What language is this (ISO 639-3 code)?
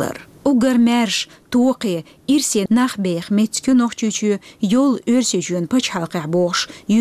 che